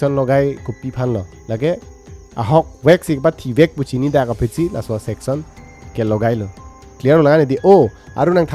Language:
Karbi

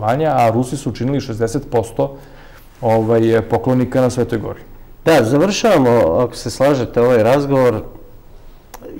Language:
Serbian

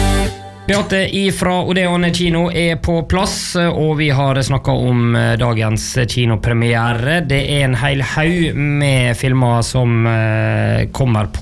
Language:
Norwegian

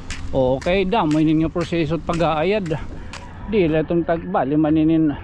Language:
Waray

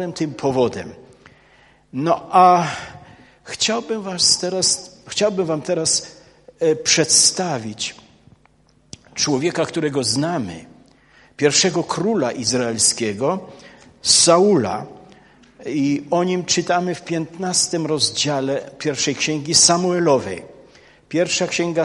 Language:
Polish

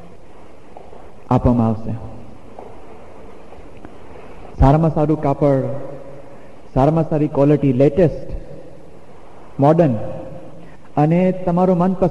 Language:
Gujarati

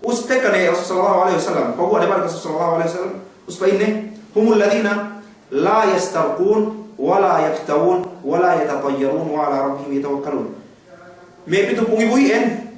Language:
Yakan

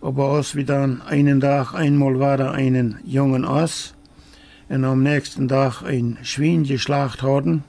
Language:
Plautdietsch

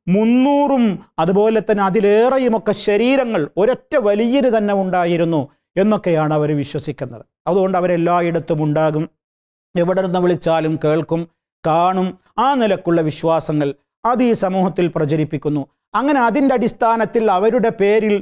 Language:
Malayalam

